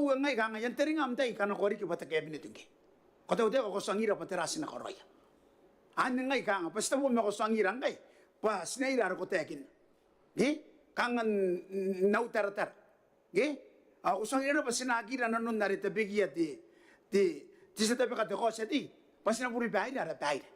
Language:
Gilbertese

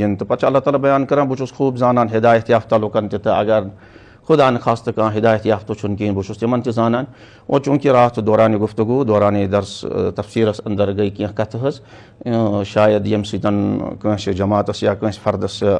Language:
Kashmiri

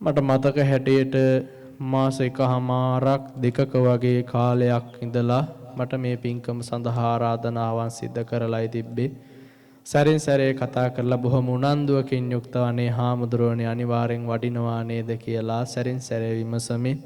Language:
Sinhala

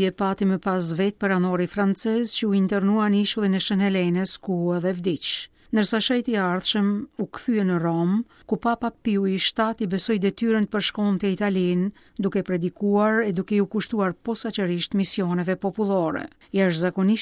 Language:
Albanian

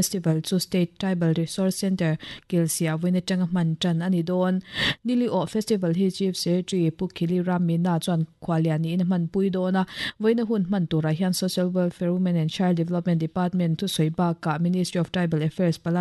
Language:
Mizo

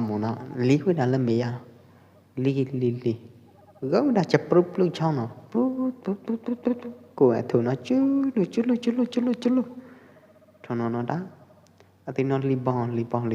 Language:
Pwo Eastern Karen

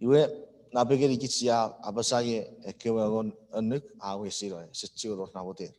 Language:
Chuukese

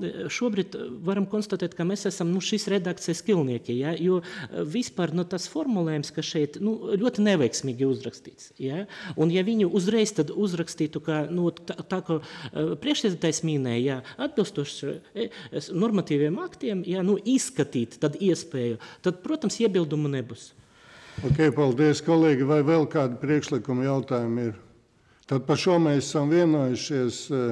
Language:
Latvian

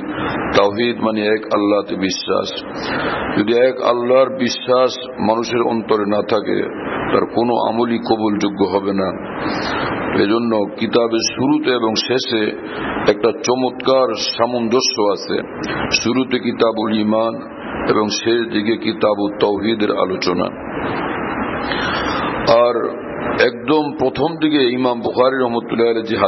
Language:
Bangla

